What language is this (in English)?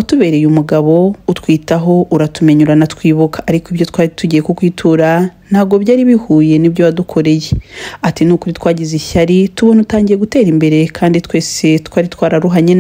Kinyarwanda